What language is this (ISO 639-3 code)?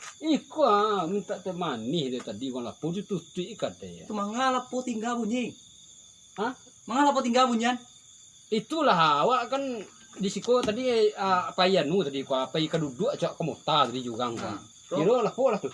min